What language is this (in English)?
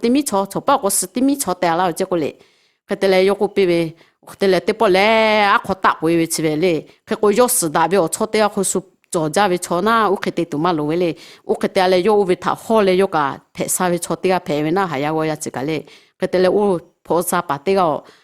Lahu